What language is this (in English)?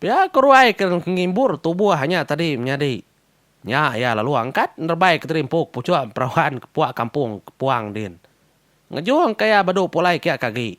Iban